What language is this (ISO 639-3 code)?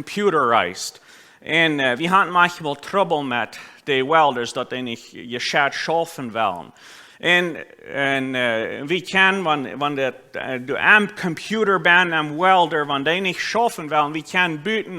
pdt